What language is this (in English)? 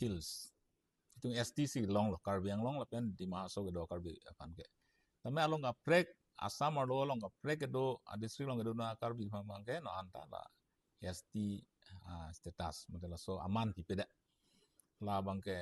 Karbi